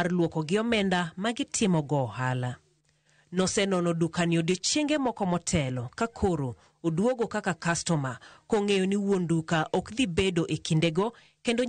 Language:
Luo (Kenya and Tanzania)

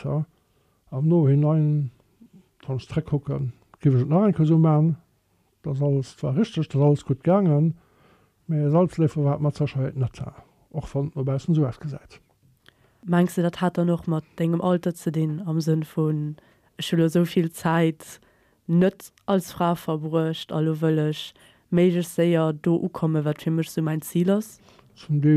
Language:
Luxembourgish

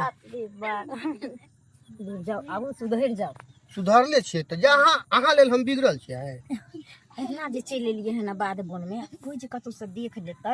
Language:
Maithili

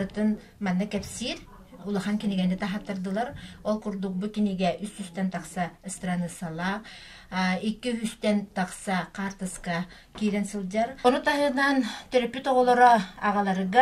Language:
Yakut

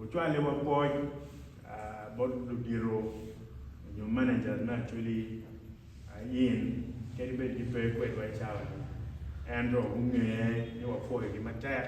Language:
Acoli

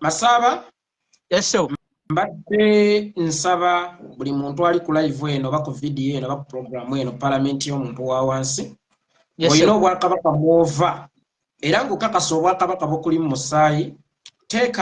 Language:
Ganda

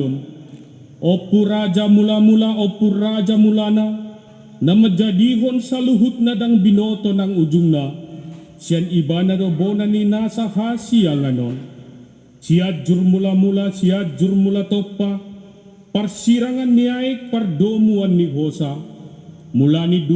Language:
Batak Toba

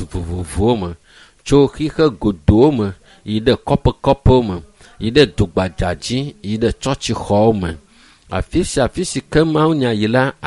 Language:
Ewe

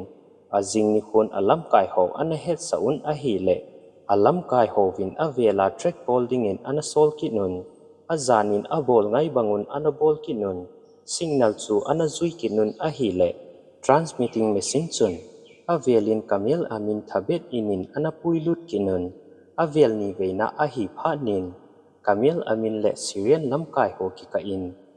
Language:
Thado Chin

